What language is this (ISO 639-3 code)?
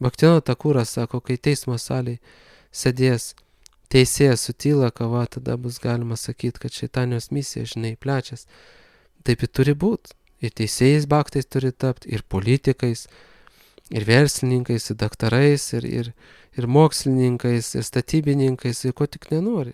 lit